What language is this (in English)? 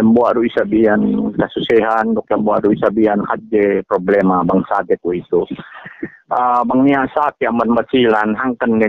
Yakan